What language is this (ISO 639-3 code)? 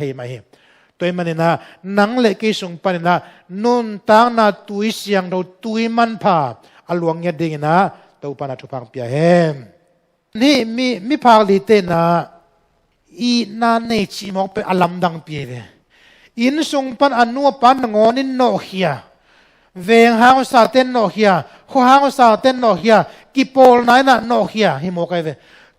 ctd